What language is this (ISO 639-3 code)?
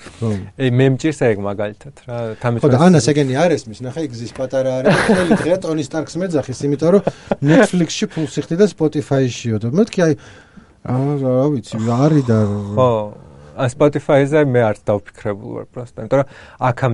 kat